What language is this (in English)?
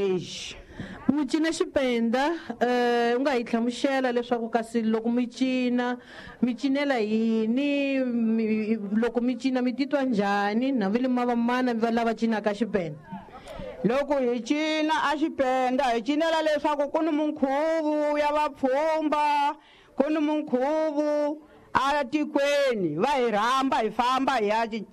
Tsonga